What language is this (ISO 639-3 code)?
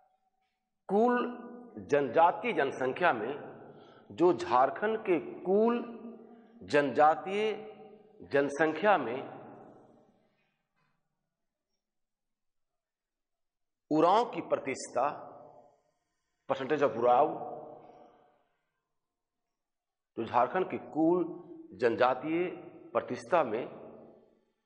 hin